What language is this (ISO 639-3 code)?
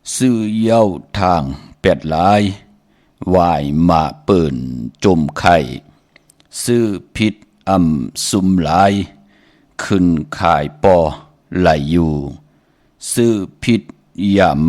shn